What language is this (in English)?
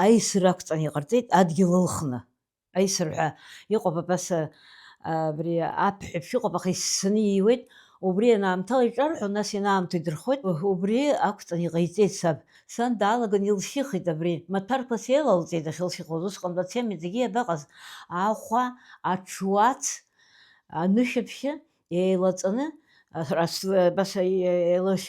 Abkhazian